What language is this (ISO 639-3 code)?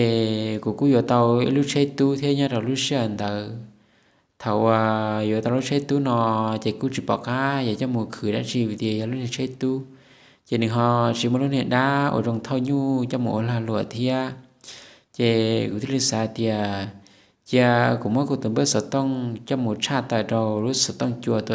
hmn